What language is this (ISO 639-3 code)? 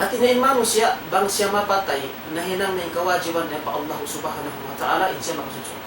tsg